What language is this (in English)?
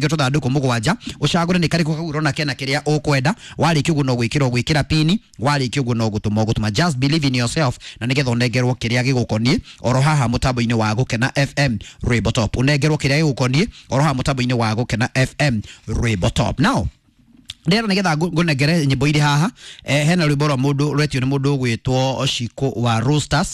Kikuyu